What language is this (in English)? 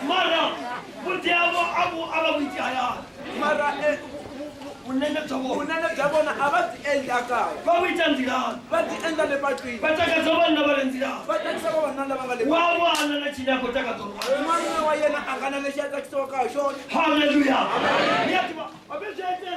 Tsonga